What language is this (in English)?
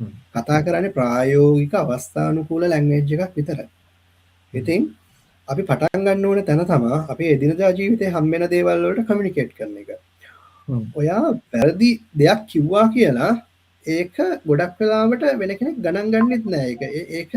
Sinhala